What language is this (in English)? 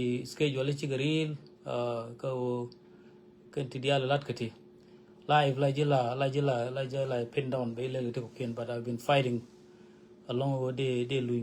Nuer